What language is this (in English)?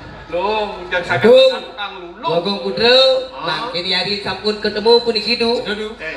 Balinese